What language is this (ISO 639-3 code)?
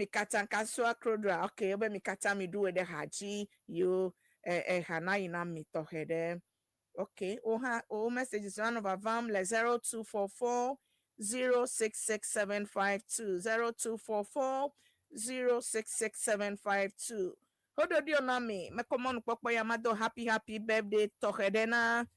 ewe